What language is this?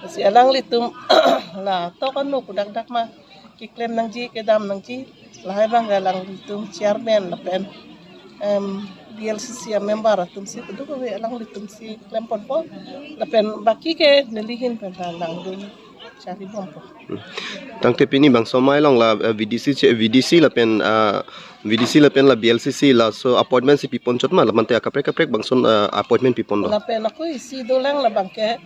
Karbi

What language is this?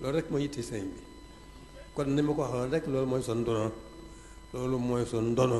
Wolof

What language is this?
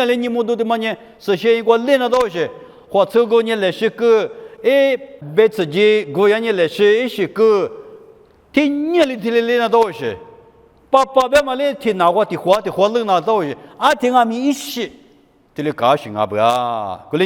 Lisu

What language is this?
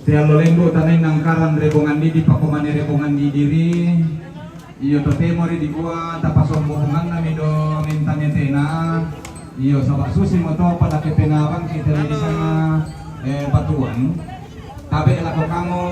Toraja-Sa'dan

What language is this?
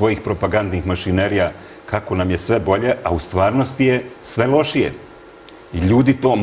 Serbian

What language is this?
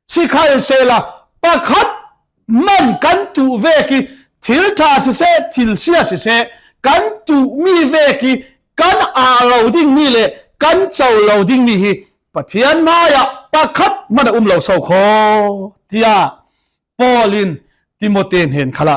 Falam Chin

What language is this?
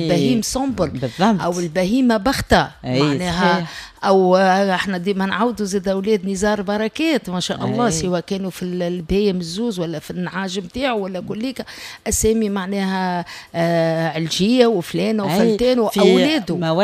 Tunisian Arabic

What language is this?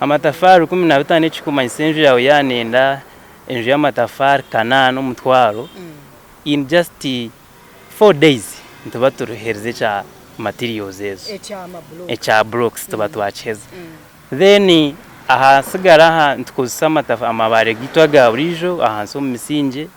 Nyankole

